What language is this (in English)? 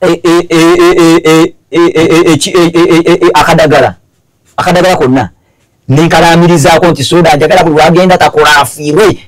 Ganda